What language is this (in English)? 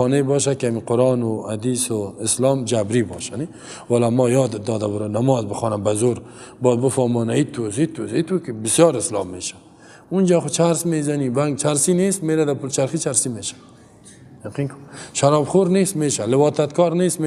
Persian